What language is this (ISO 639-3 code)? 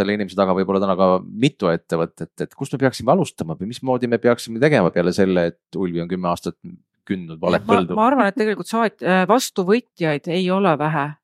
est